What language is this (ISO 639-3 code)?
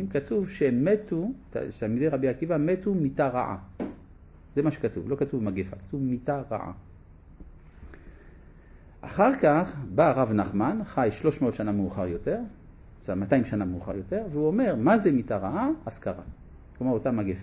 heb